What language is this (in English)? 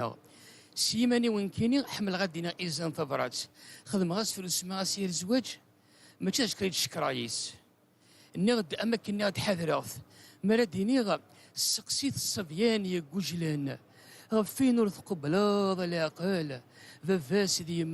Kabyle